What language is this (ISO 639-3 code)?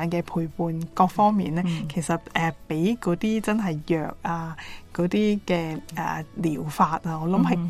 yue